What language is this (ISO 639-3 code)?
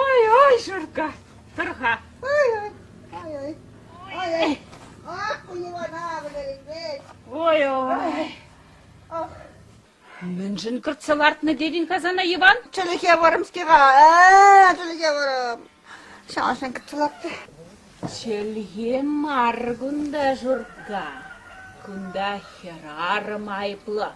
chv